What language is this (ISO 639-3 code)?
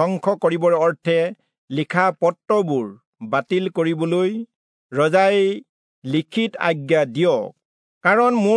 asm